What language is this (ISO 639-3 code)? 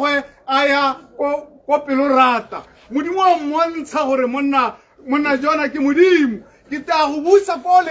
tsn